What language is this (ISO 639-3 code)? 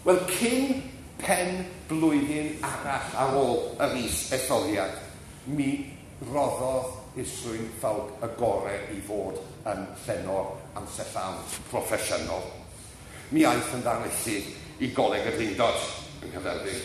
cym